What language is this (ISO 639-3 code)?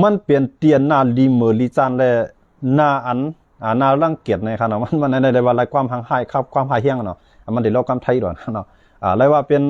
shn